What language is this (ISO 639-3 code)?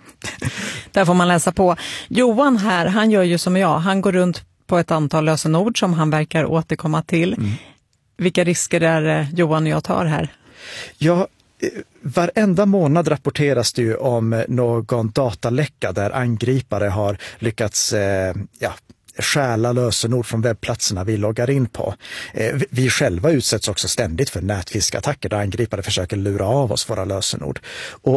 swe